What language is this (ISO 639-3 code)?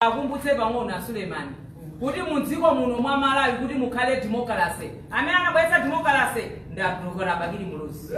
nya